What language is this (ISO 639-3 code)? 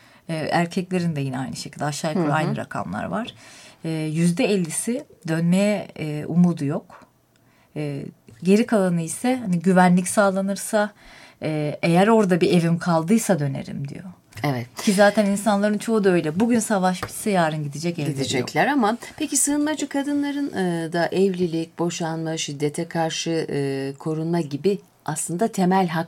tur